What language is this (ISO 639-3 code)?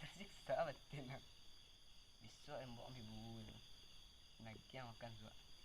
min